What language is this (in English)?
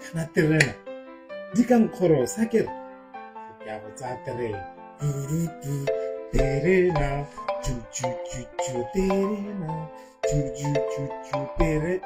Tswana